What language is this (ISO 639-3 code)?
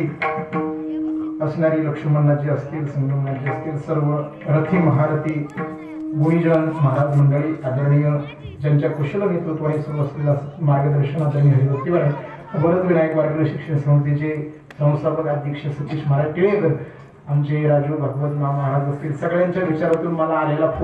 mar